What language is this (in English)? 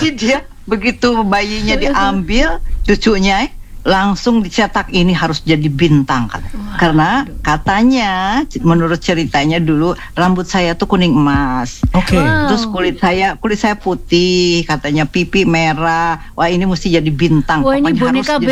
Indonesian